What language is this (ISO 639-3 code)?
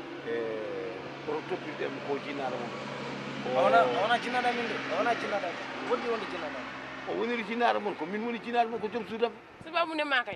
ful